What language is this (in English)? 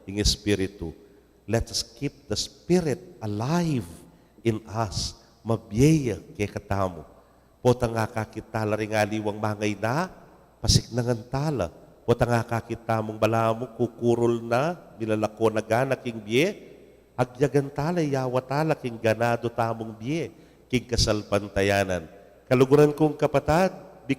Pampanga